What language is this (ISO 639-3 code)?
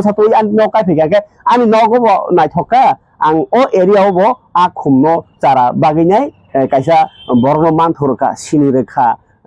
trp